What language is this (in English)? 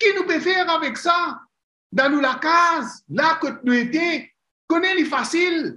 Morisyen